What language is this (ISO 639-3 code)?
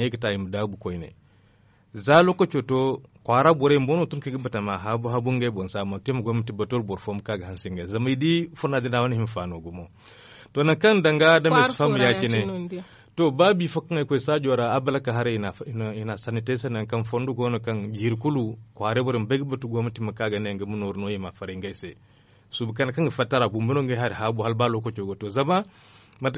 dje